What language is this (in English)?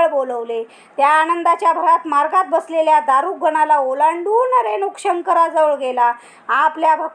Marathi